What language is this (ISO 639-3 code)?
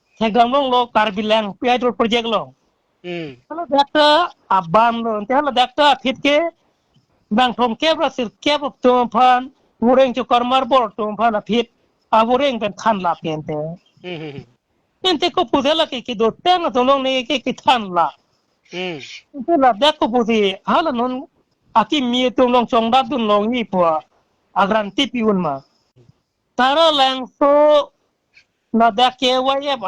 mjw